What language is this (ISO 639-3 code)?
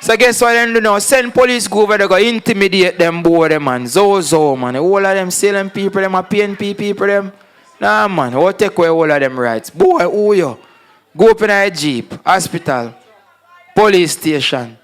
jam